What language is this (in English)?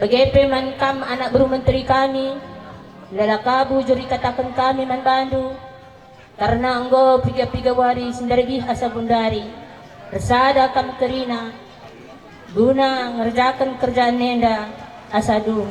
Batak Karo